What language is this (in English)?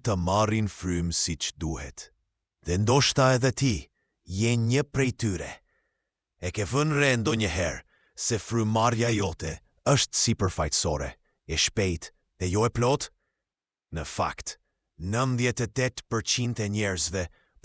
Albanian